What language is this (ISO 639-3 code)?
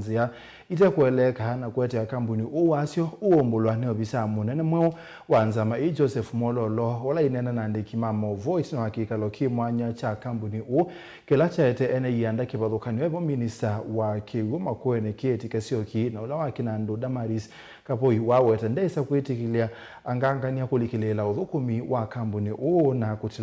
kam